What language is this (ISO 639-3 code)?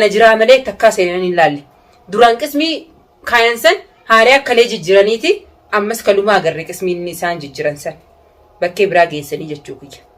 orm